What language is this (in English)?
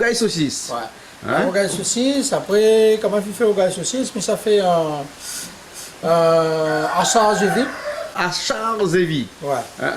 Réunion Creole French